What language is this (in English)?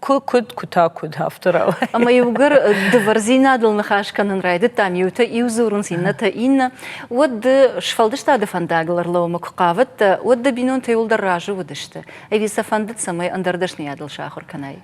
Ossetic